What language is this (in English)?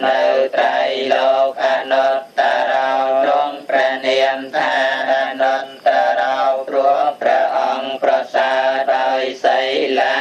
Khmer